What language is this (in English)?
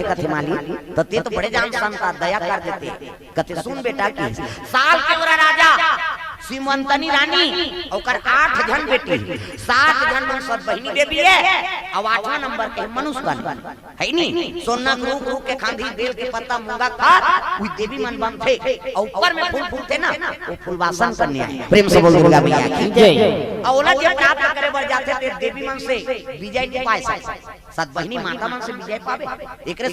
Chhattisgarhi